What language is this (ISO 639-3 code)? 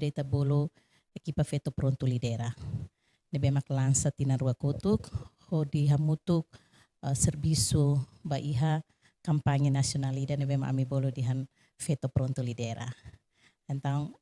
tet